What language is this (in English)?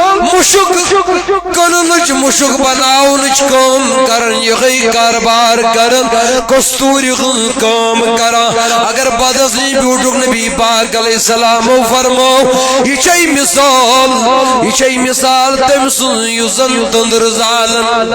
Kashmiri